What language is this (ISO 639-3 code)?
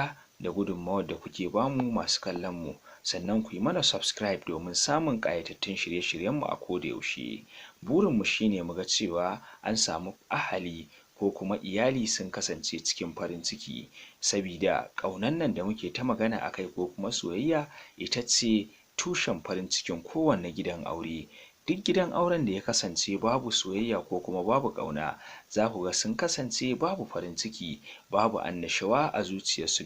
hau